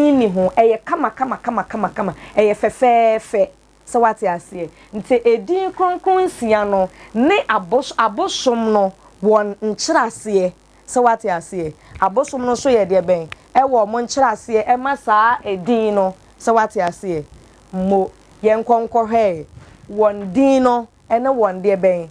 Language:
Akan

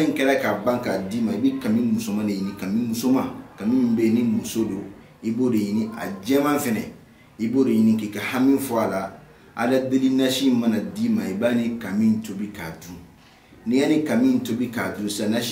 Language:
Bambara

